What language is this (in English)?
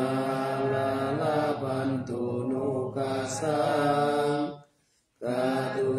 Pali